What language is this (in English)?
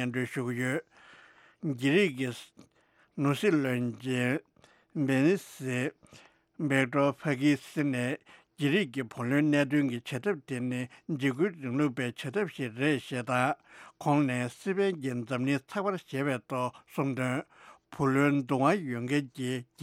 Tibetan